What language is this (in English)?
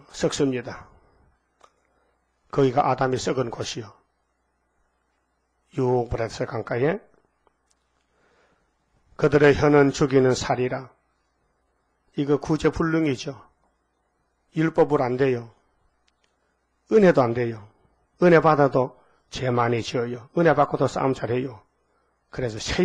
Korean